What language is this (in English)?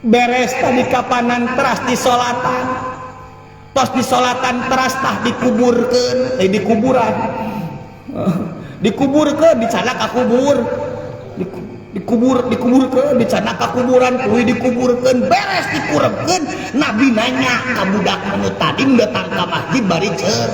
Sundanese